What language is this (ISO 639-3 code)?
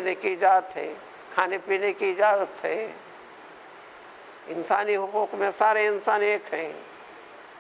urd